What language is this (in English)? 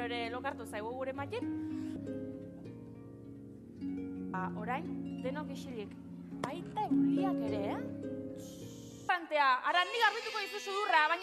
Basque